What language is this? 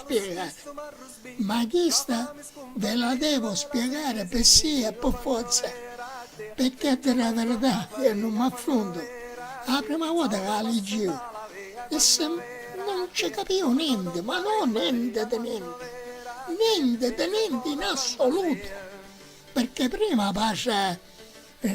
Sicilian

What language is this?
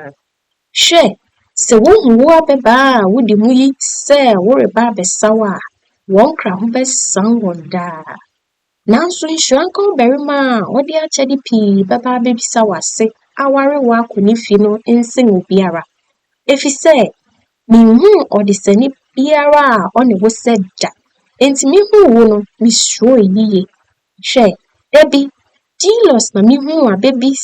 Akan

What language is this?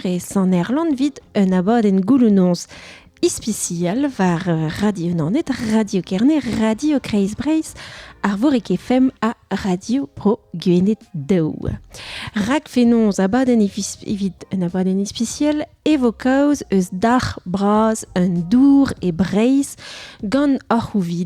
Breton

